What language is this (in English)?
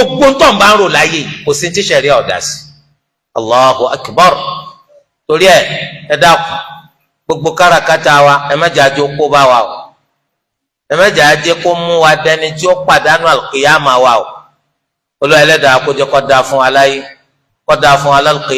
Yoruba